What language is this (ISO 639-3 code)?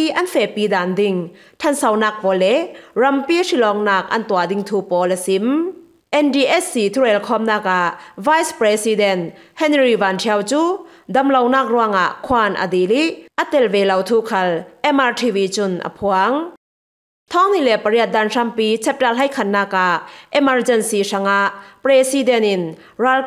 cfm